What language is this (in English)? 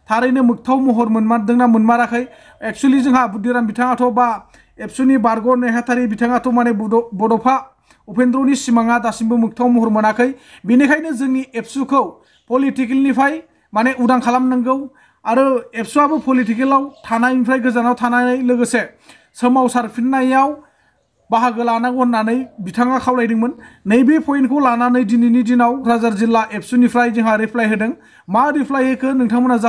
Bodo